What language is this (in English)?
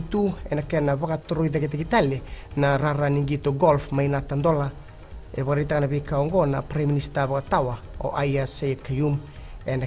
Fijian